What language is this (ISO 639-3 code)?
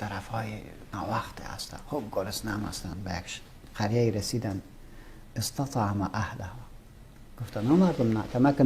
fas